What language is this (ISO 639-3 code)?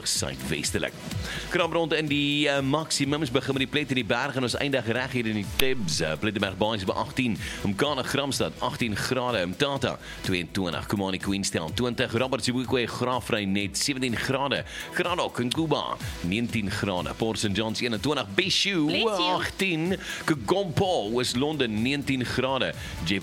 afr